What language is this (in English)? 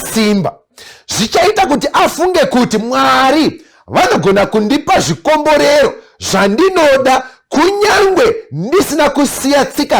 Shona